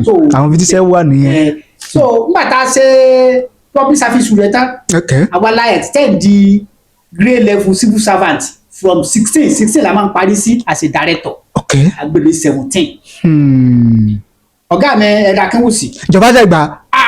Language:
Yoruba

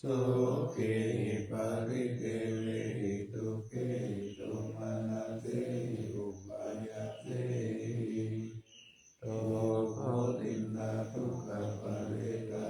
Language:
Pali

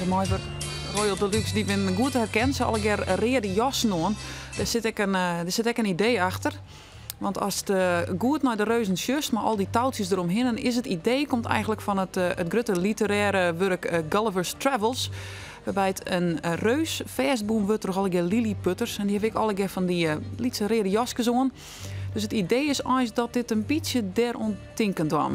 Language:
Western Frisian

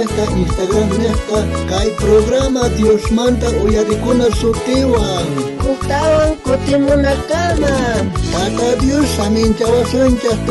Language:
South Bolivian Quechua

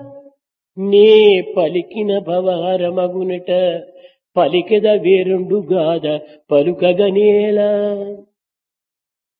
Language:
Telugu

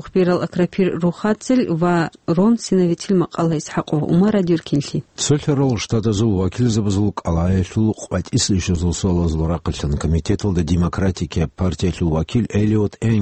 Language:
Avaric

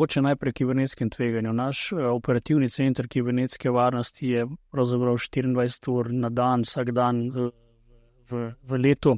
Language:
Slovenian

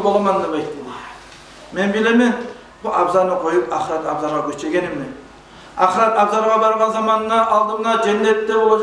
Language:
Kumyk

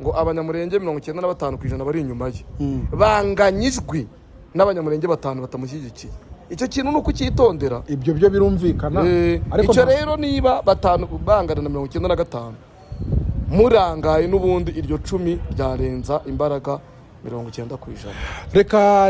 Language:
Kinyarwanda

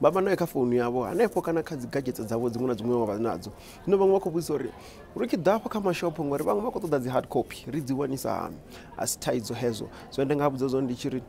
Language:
Venda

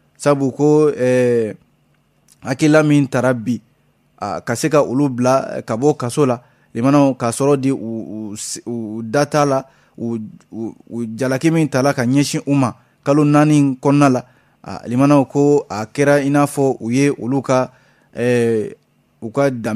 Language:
Bambara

